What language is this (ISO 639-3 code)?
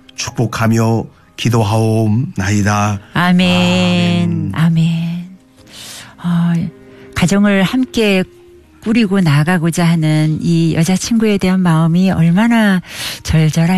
kor